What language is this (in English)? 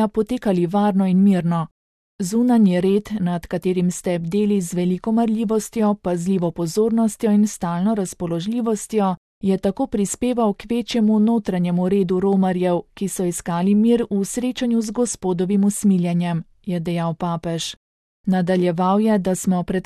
Slovenian